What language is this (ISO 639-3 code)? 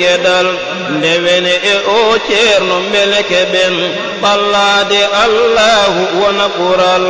ful